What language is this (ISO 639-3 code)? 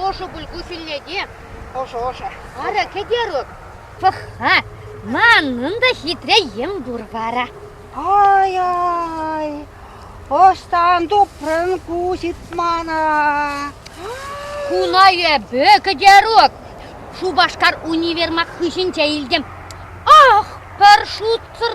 chv